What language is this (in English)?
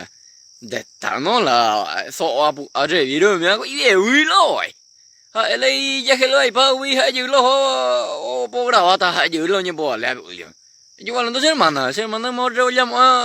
Guarani